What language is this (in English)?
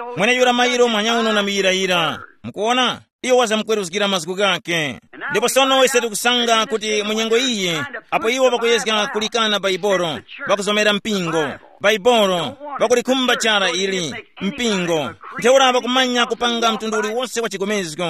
Tumbuka